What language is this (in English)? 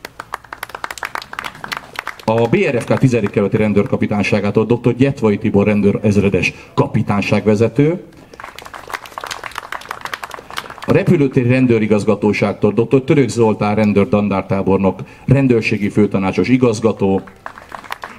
Hungarian